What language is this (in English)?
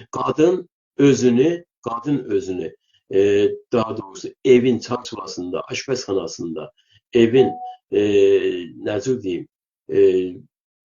South Azerbaijani